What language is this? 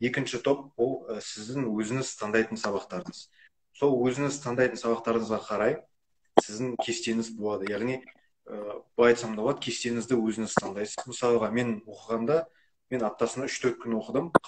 Kazakh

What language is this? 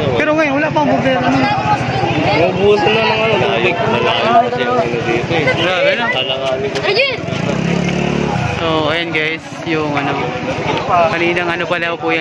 Filipino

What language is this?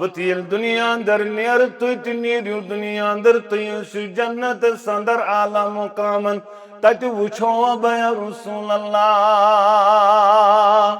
Kashmiri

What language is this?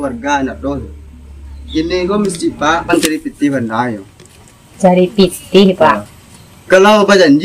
Minangkabau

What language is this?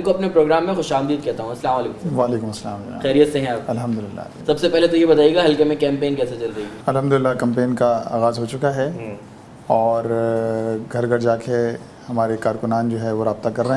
Urdu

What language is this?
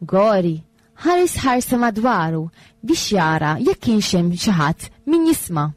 Maltese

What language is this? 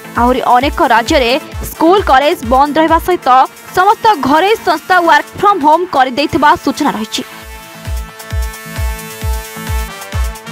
Odia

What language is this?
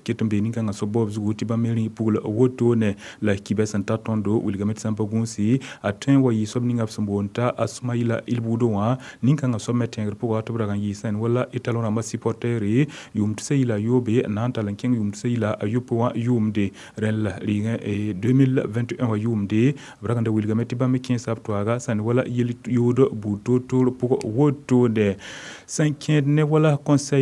Mossi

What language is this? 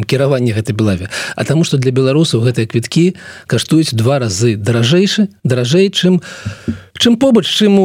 Belarusian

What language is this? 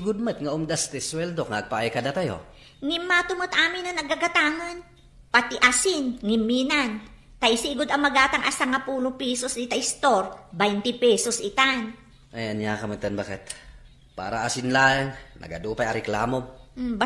Iloko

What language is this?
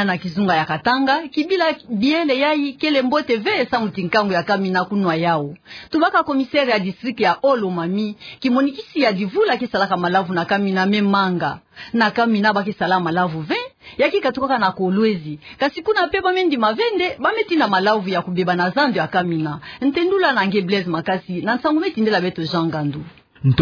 Kituba (Democratic Republic of Congo)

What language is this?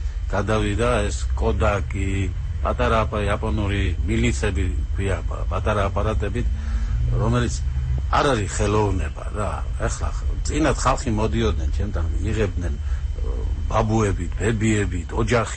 Georgian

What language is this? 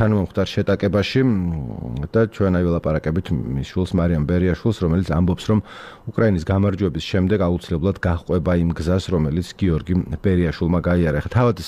Georgian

